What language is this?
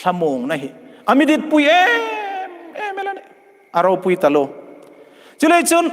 Hmar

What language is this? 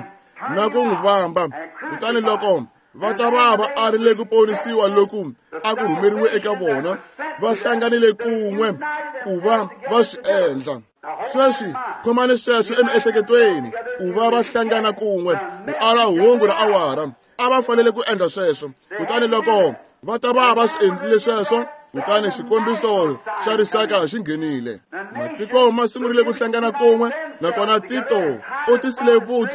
Tsonga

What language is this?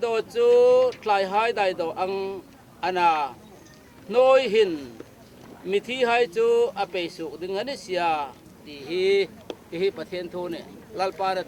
Hmar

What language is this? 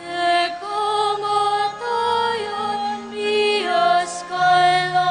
Pampanga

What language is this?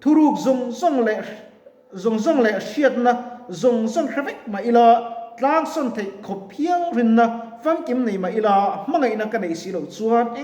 Mizo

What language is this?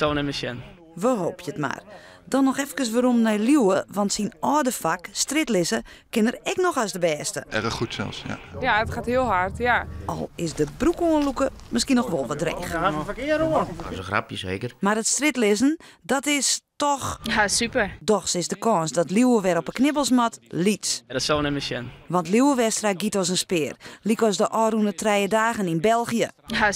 Western Frisian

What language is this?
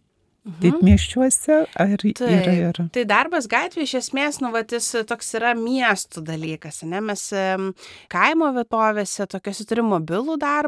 Lithuanian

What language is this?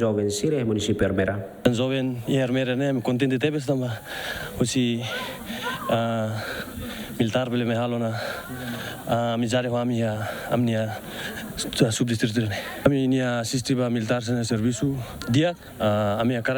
Tetum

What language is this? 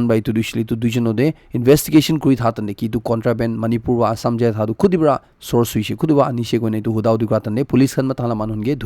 Naga Pidgin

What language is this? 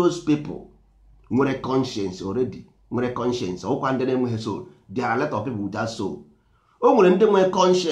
Igbo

